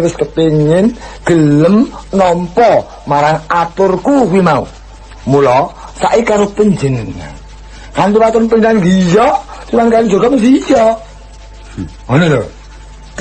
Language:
Javanese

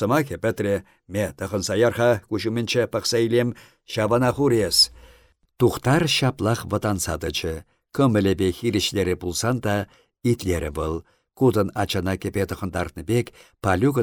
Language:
Chuvash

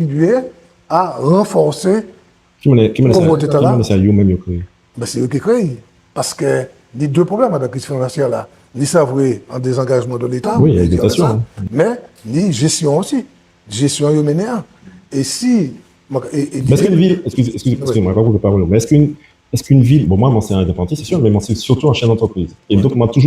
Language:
Guadeloupean Creole French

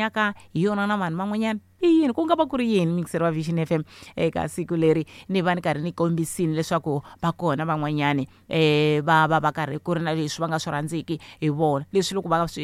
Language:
Tsonga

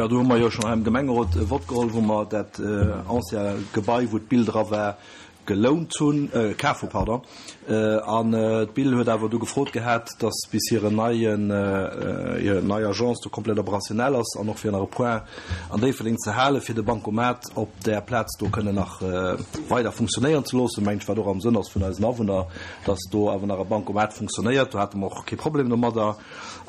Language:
Luxembourgish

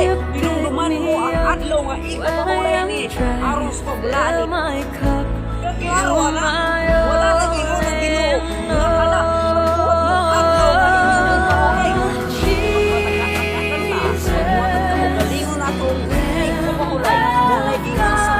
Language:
Cebuano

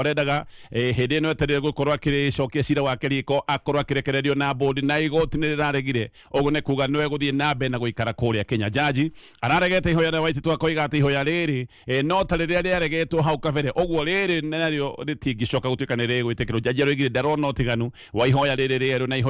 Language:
Kikuyu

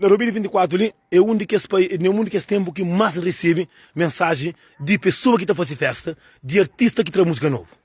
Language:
Kabuverdianu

